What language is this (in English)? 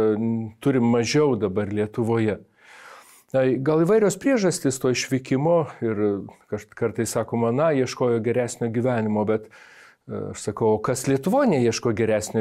Lithuanian